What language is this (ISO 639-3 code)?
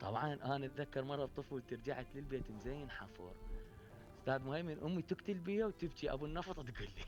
acm